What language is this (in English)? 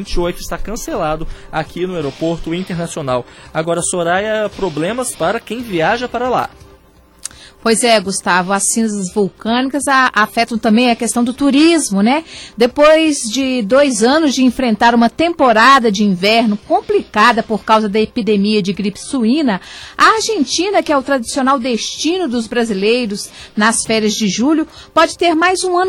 Portuguese